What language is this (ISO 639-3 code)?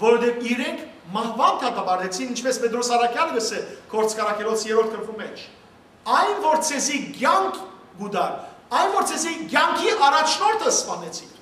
hyw